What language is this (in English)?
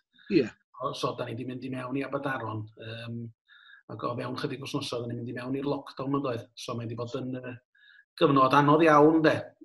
Welsh